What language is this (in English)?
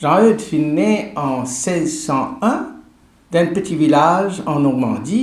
Morisyen